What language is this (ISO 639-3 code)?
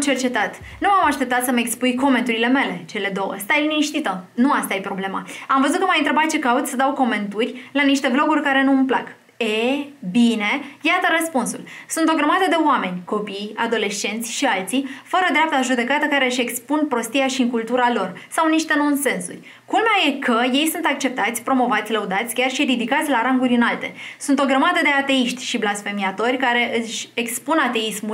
ron